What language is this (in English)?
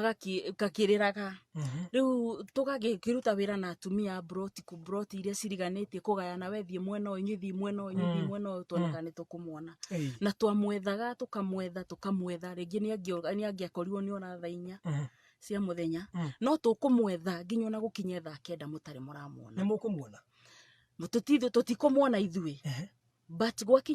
Kikuyu